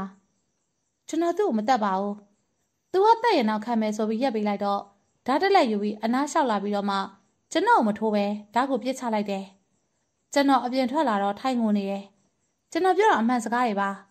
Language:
Burmese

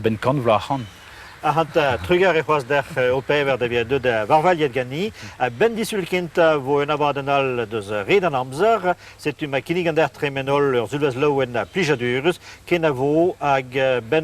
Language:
Breton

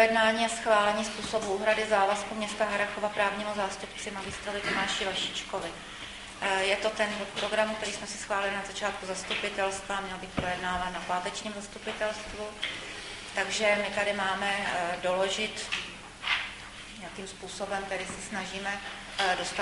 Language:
Czech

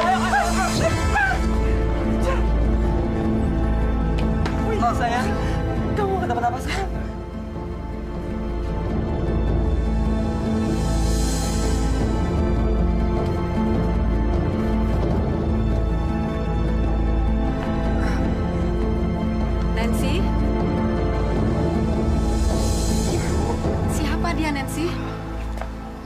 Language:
Indonesian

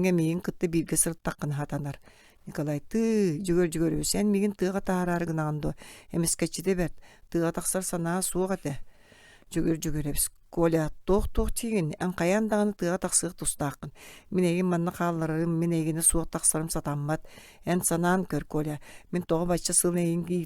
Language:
Yakut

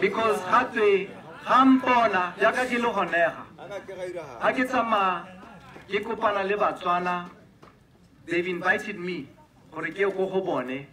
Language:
Tswana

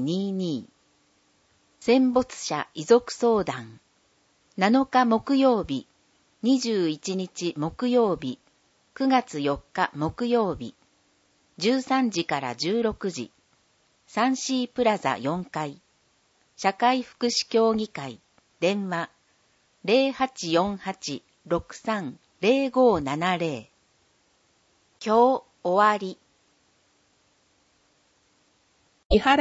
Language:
Japanese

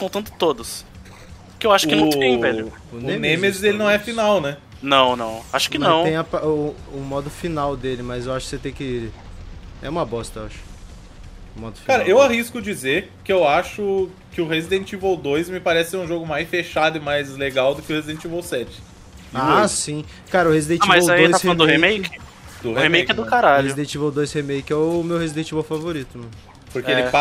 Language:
Portuguese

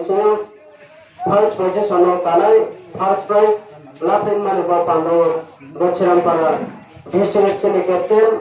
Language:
Riang (India)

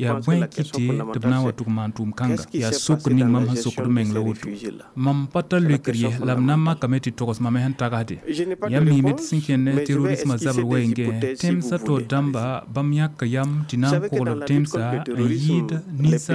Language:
Mossi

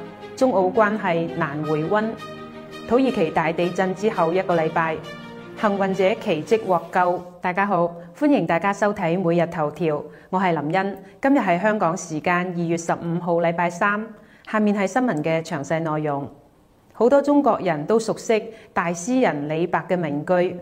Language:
Cantonese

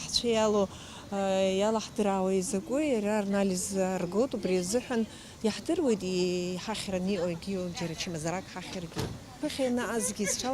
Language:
Abkhazian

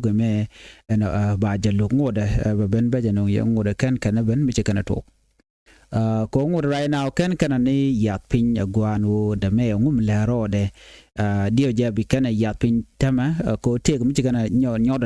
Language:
Nuer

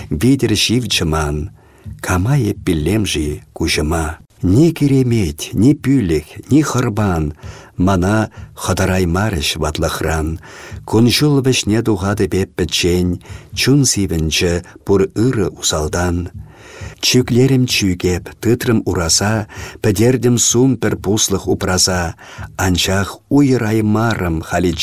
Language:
Chuvash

